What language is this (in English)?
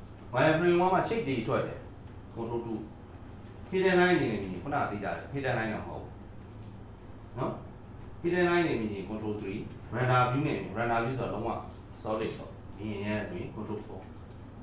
Burmese